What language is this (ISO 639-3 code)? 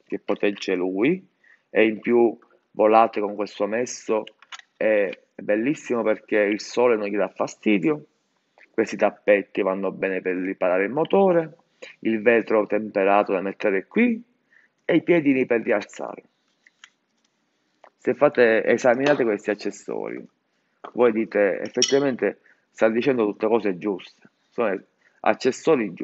ita